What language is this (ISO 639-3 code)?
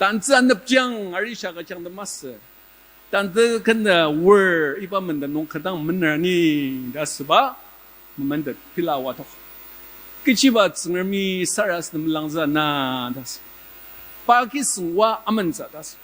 njo